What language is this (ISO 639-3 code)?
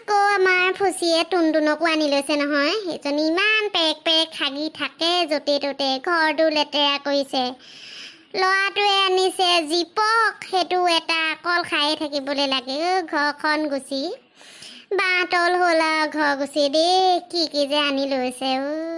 asm